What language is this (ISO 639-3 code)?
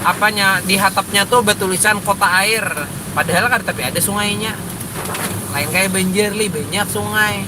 bjn